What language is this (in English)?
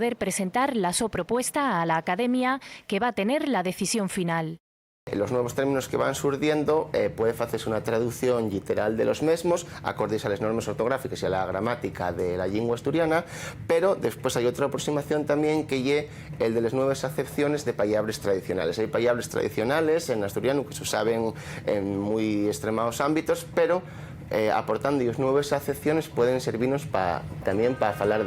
Asturian